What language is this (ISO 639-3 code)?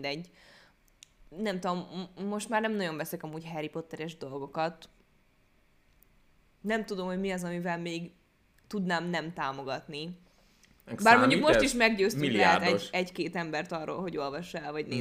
hun